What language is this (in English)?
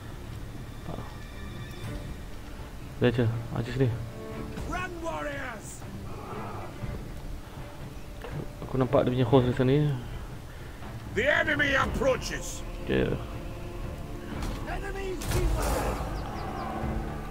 Malay